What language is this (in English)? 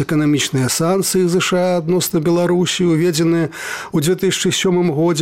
Belarusian